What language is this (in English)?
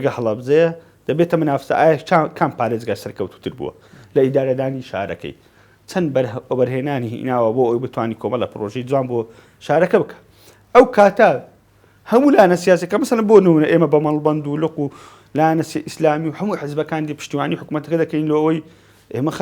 Central Kurdish